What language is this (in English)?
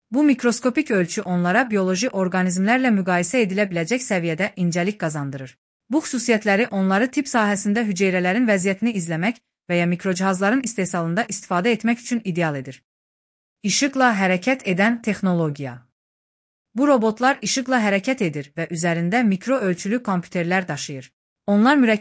Azerbaijani